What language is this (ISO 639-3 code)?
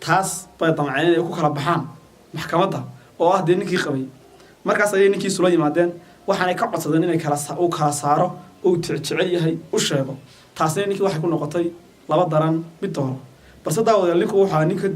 som